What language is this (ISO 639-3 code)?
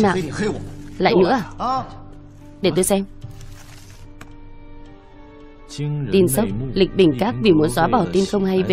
vie